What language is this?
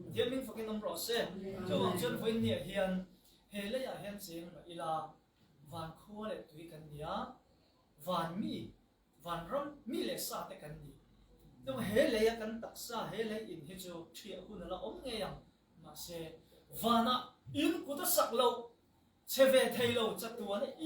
Hakha Chin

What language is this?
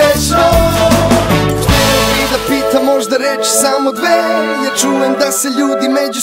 Serbian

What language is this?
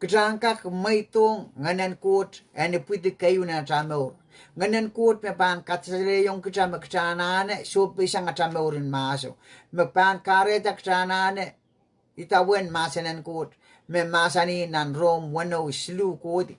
Pohnpeian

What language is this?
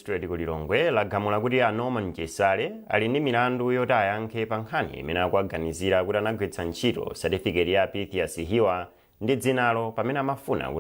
Nyanja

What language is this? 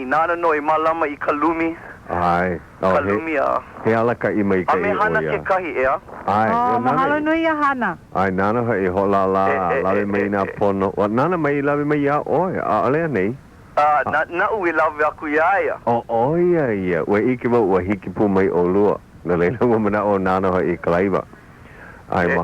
Hawaiian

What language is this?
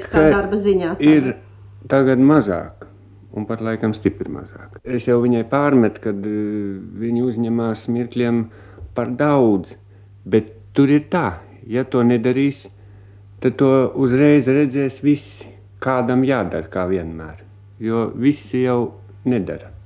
Latvian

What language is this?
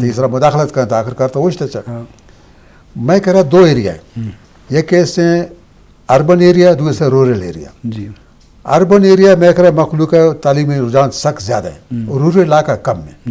Eastern Balochi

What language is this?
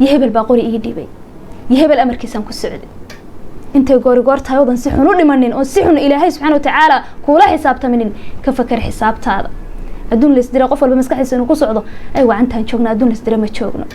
Somali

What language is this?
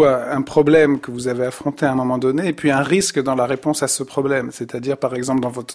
French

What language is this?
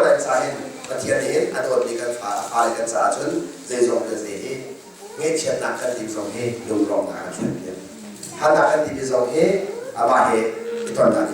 Hakha Chin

